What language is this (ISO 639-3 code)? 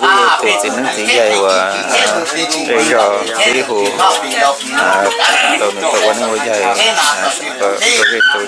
hmn